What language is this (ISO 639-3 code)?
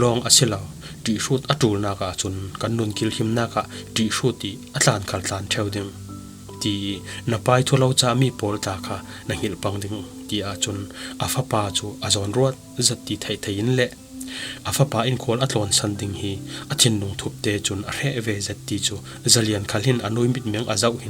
cfm